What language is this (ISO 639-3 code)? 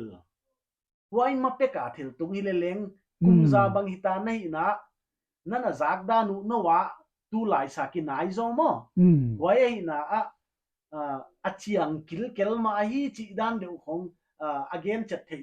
pck